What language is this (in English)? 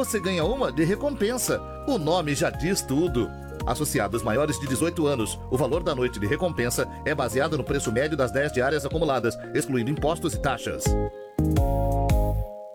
Portuguese